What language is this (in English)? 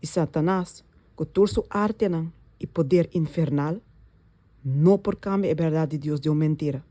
Papiamento